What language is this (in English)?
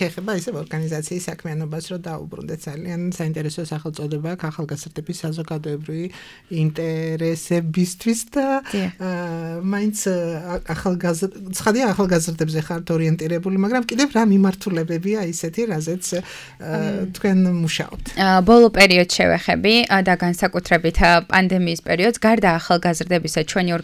Georgian